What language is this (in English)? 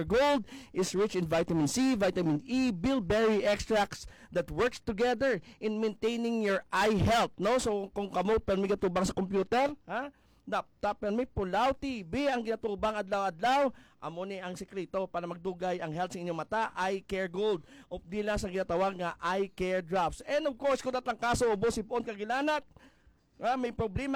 Hiligaynon